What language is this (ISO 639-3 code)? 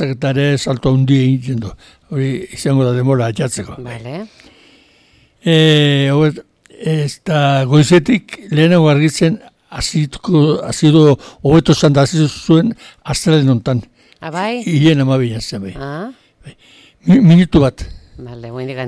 eus